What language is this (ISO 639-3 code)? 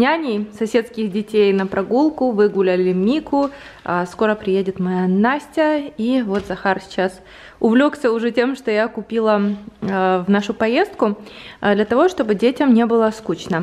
rus